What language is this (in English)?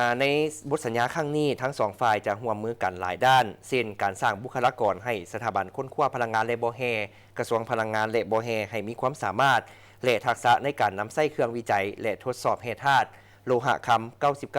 Lao